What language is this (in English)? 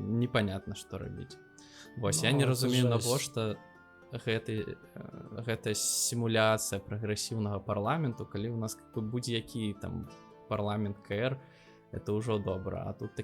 Belarusian